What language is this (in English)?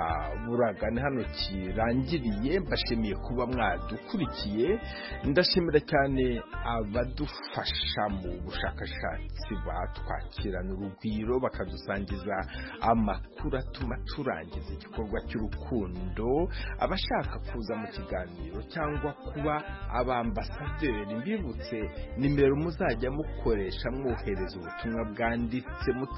Kinyarwanda